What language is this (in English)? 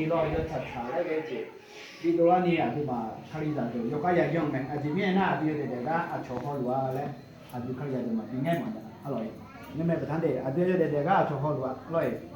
Akha